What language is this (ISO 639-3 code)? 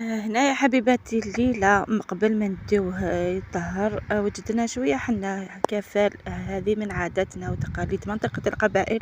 arq